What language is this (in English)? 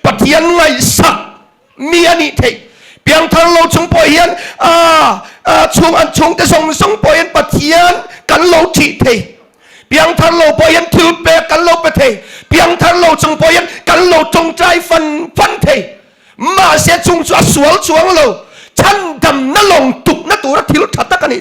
Mizo